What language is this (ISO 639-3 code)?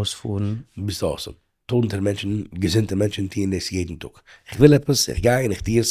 yid